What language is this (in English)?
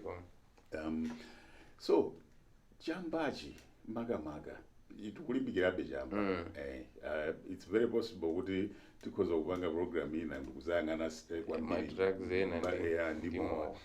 Nyanja